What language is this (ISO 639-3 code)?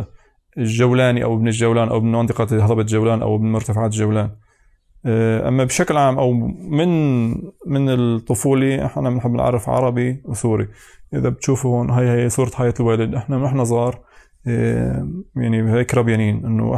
apc